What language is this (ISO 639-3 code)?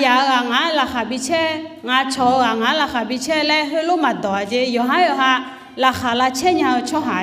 ahk